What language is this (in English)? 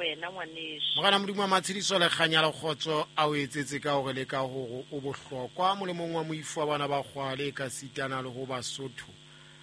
Southern Sotho